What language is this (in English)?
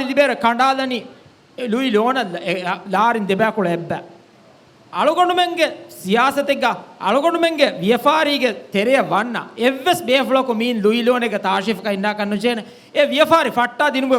Divehi